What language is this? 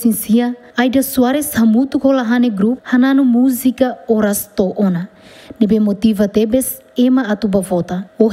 Tetum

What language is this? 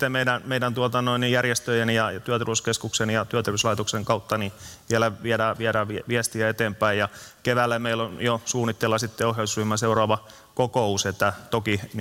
Finnish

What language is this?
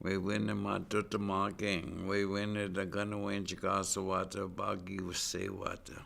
Chippewa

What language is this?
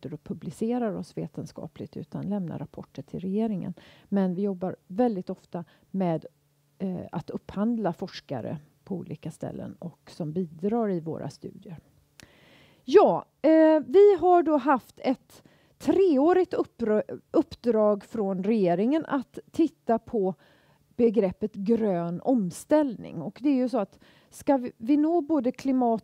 Swedish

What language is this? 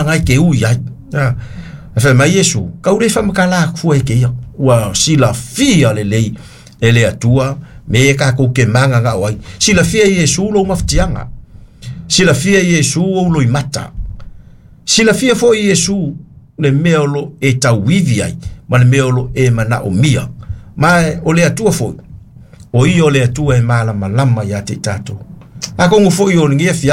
Samoan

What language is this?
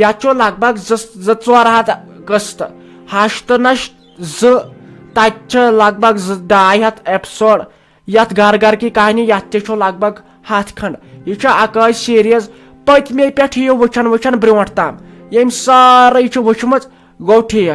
Kashmiri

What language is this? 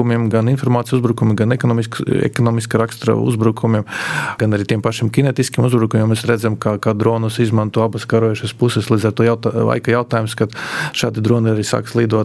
Latvian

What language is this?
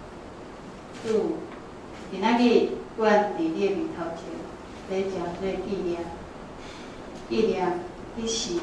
Min Nan Chinese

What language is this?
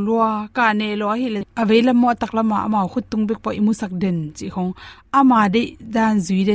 Tedim Chin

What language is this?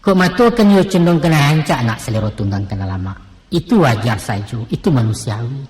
Minangkabau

